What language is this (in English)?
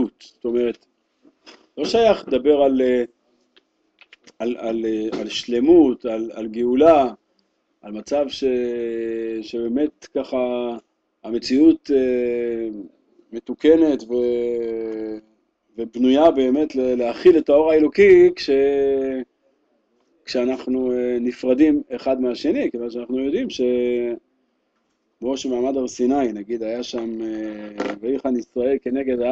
Hebrew